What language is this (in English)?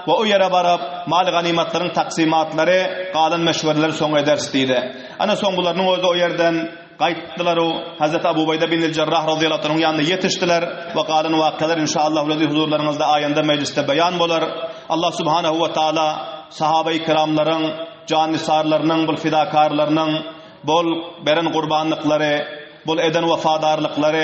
Turkmen